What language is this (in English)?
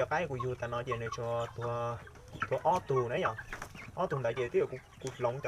Hmong